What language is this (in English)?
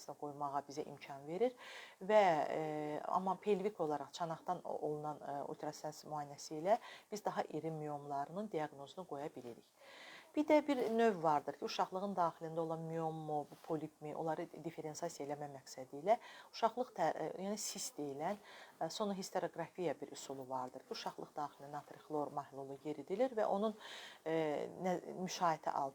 Azerbaijani